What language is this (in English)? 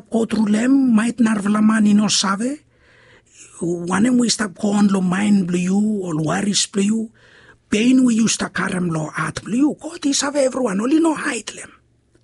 Bislama